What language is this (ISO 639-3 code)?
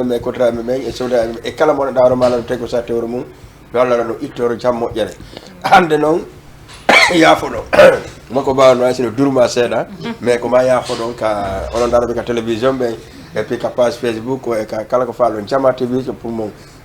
ful